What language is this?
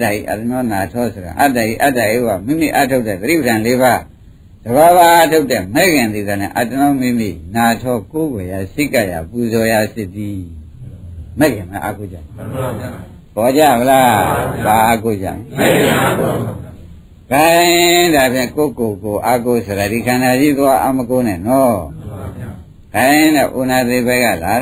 Burmese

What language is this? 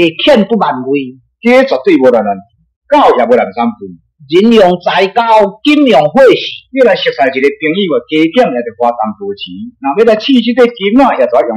Min Nan Chinese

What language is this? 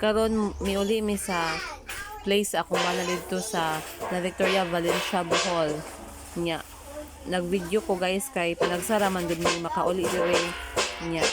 Cebuano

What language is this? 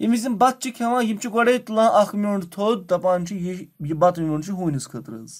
Kashmiri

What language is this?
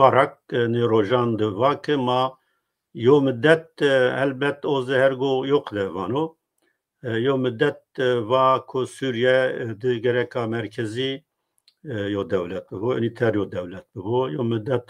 Zaza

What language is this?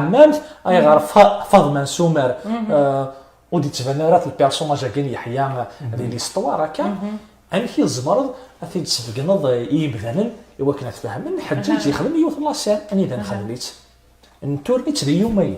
Kabyle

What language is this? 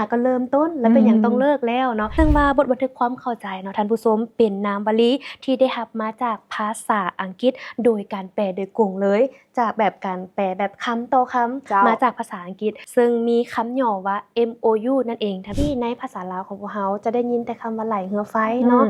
Lao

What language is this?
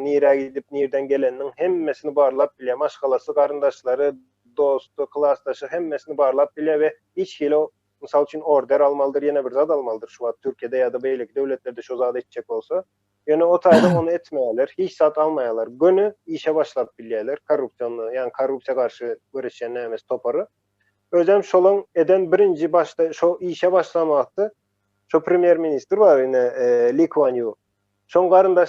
Turkmen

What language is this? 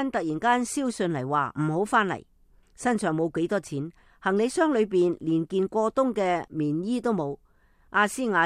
Cantonese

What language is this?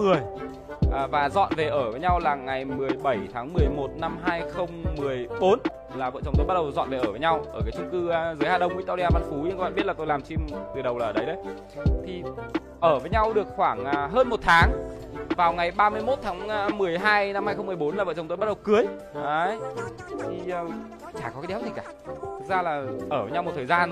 Vietnamese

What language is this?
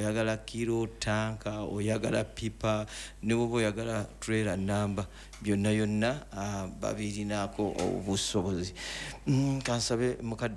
Ganda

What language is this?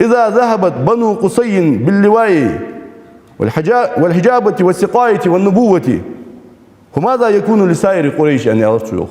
Ingush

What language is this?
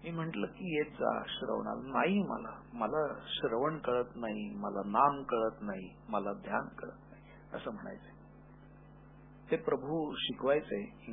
Marathi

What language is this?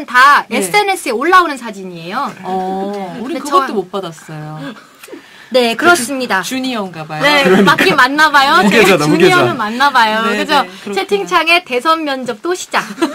Korean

